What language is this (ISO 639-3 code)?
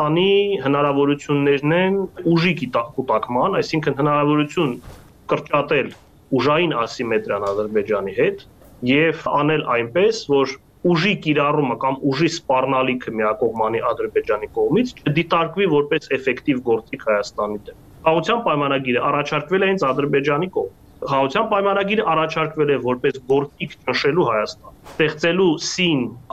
hye